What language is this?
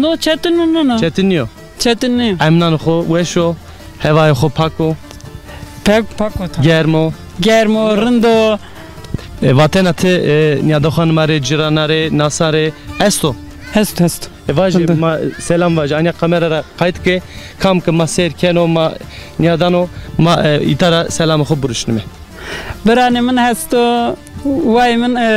Zaza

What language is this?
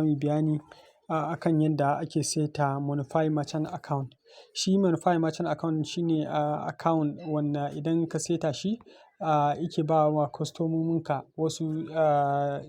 Hausa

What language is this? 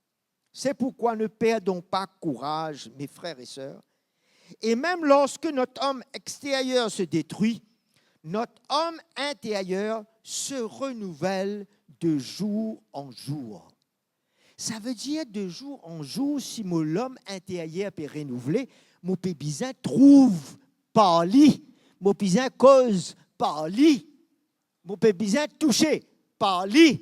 Morisyen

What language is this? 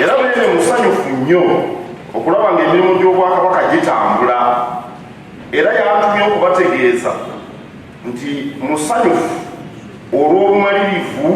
Ganda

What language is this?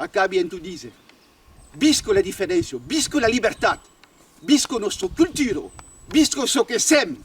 Occitan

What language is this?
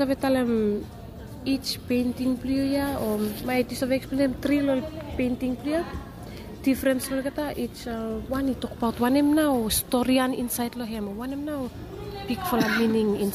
Bislama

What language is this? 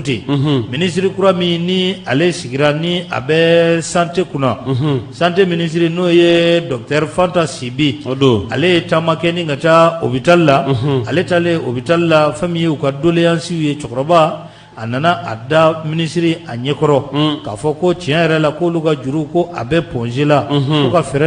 Bambara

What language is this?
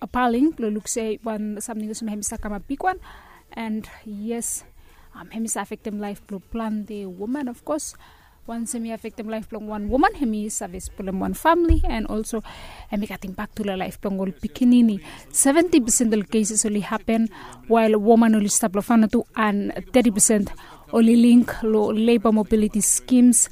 Bislama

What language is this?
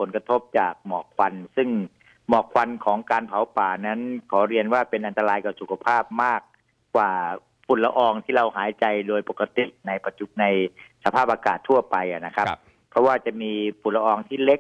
Thai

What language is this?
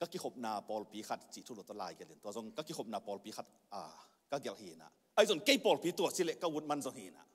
Tedim Chin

